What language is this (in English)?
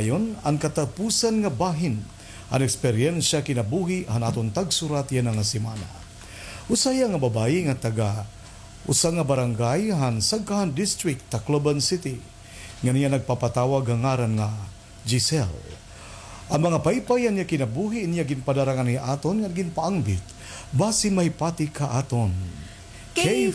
Waray